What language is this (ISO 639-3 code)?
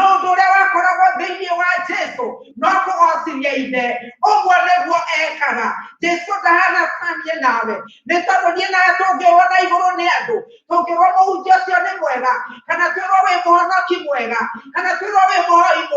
kik